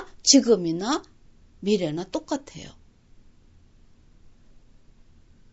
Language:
Korean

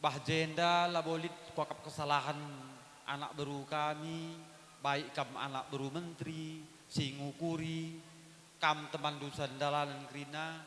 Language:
Batak Karo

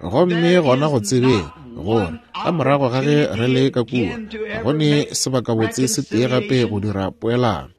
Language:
Northern Sotho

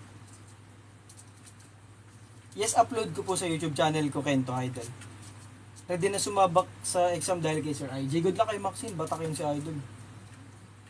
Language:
Filipino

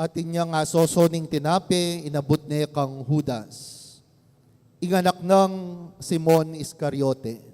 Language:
Pampanga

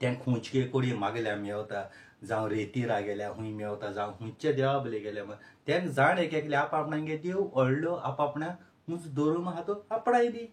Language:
Konkani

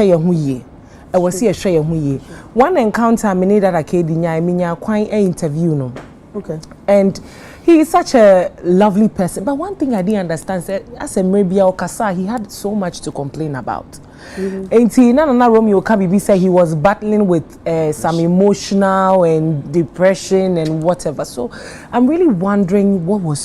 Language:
Akan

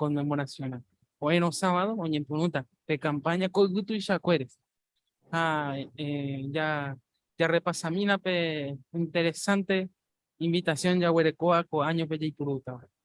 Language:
Guarani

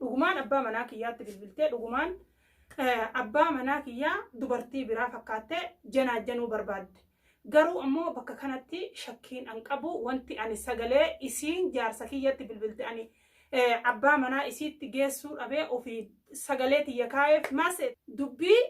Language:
Oromo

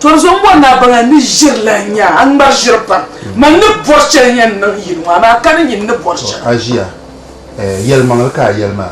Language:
Dagbani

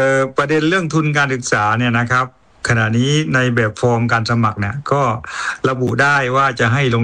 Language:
Thai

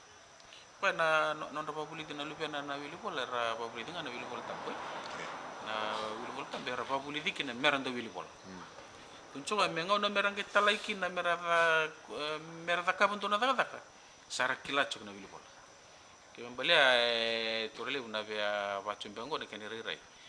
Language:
Fijian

